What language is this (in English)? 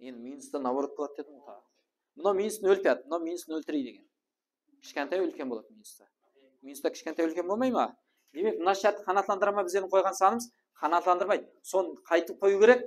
Kara-Kalpak